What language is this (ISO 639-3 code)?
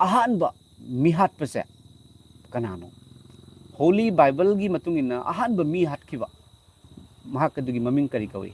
mni